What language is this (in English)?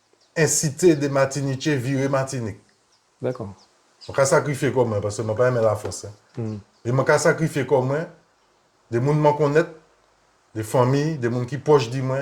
Guadeloupean Creole French